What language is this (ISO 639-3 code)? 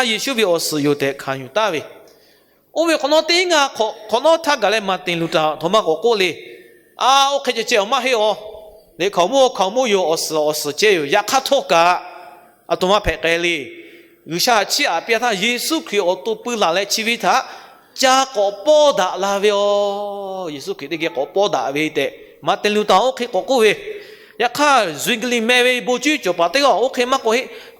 lhu